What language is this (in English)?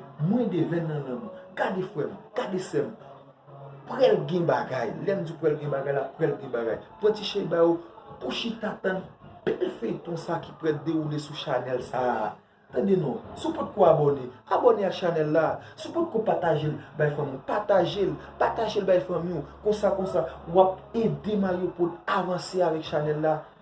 Haitian Creole